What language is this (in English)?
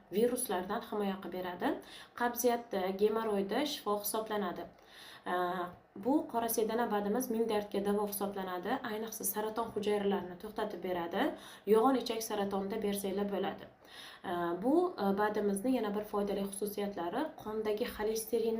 Uzbek